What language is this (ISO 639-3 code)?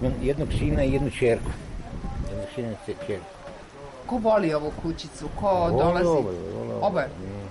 srp